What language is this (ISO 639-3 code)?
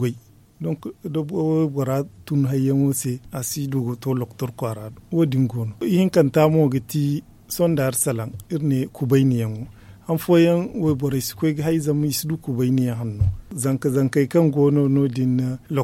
dje